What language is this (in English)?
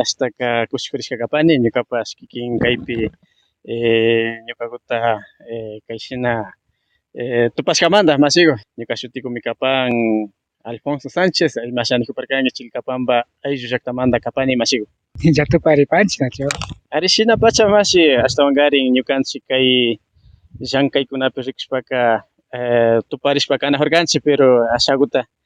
Imbabura Highland Quichua